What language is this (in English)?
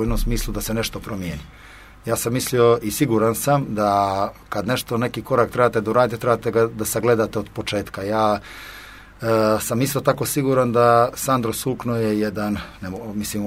Serbian